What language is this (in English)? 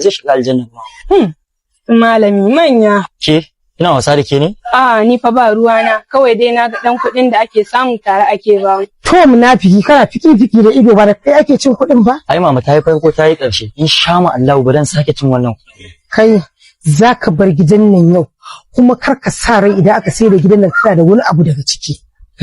Hausa